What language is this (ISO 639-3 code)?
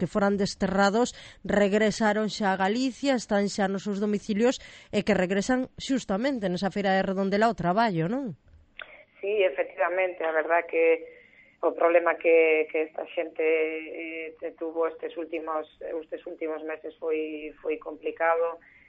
glg